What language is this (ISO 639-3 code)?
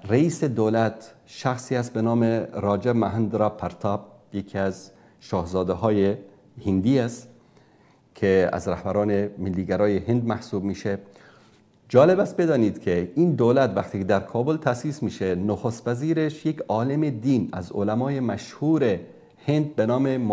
fas